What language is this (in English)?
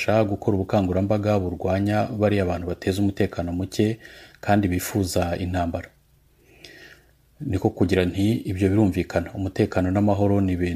Kinyarwanda